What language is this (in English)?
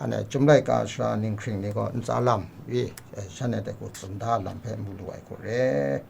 Kachin